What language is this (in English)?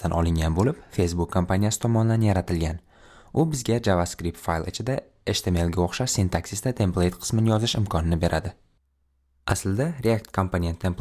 Uzbek